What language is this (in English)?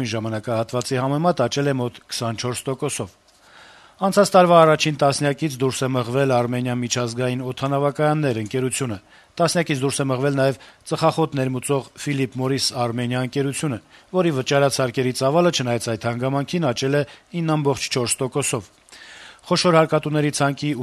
Armenian